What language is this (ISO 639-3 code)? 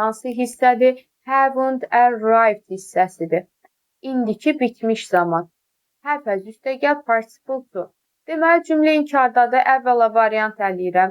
aze